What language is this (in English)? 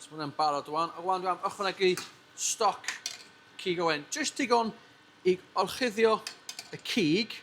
Welsh